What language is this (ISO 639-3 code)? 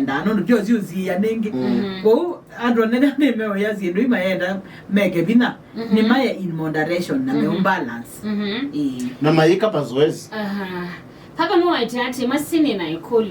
kam